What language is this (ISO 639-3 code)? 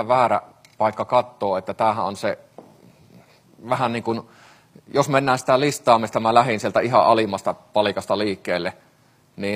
fin